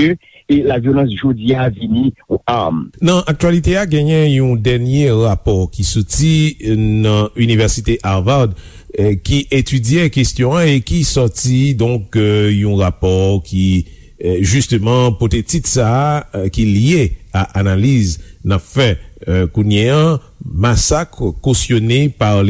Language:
Haitian Creole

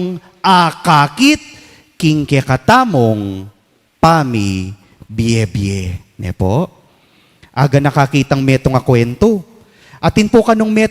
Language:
Pampanga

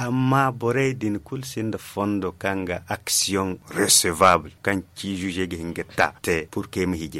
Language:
Zarma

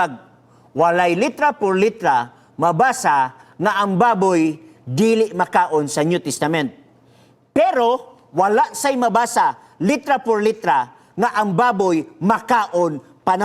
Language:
Cebuano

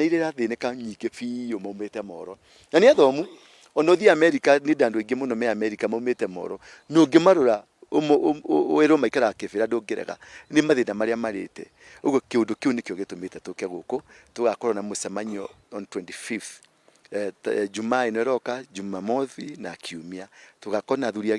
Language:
Kikuyu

